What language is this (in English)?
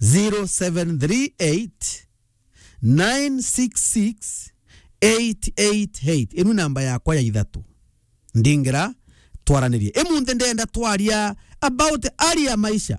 Meru